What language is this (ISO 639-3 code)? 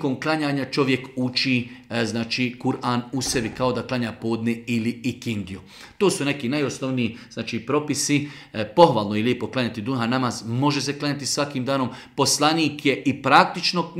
bos